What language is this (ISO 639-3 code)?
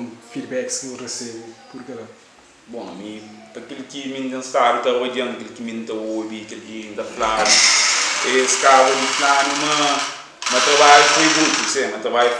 kea